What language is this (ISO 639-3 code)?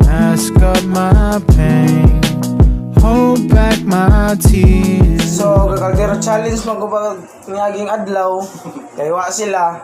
ceb